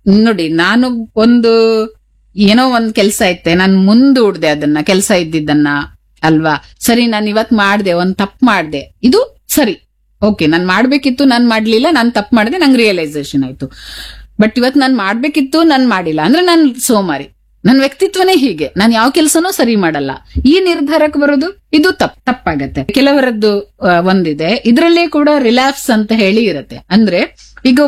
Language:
Kannada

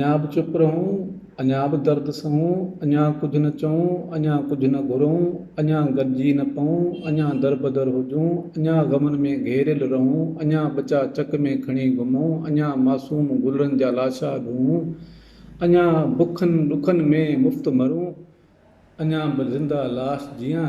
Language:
Sindhi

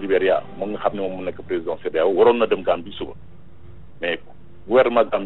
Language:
Wolof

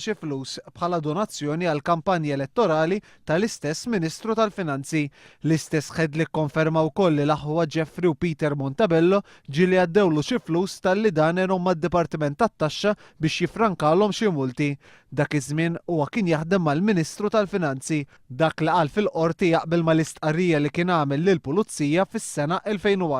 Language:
Maltese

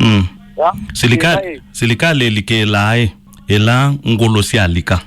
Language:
Kamba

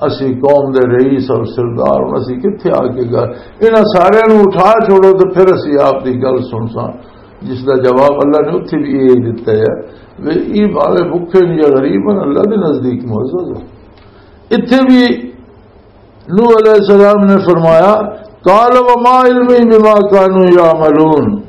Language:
Western Panjabi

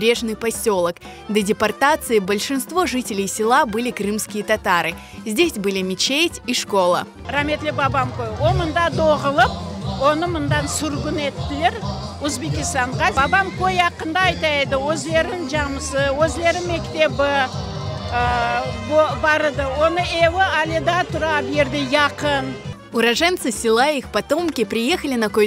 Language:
Crimean Tatar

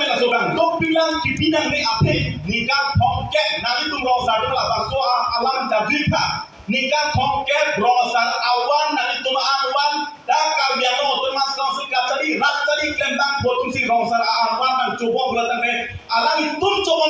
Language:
Karbi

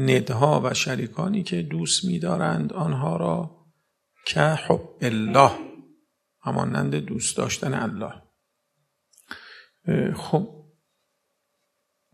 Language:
Persian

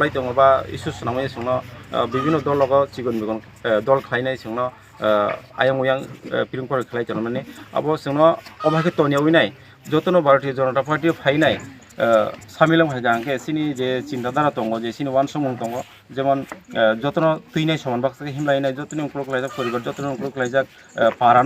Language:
Kok Borok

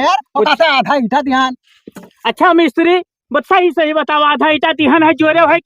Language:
Awadhi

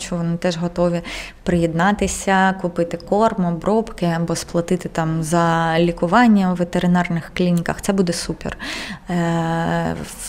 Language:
Ukrainian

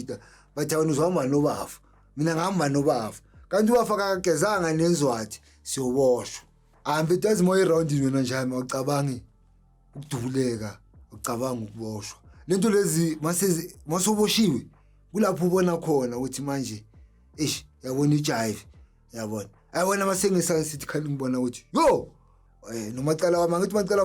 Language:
Zulu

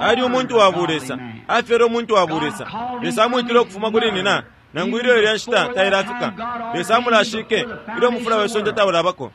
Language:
Bemba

